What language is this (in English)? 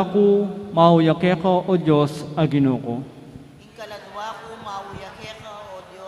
Pampanga